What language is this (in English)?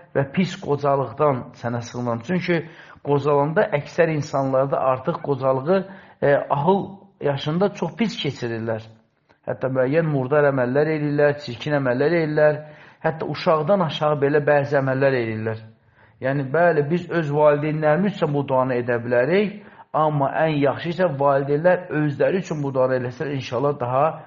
Azerbaijani